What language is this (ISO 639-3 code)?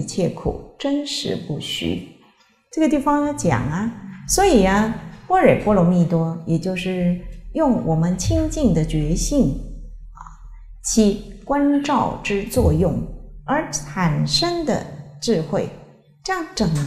zho